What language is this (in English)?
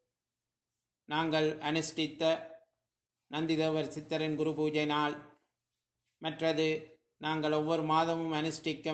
Tamil